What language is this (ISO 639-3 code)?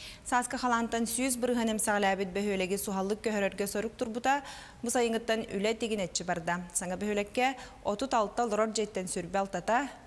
sah